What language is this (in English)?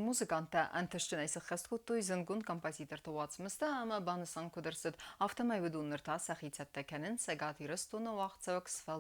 Ossetic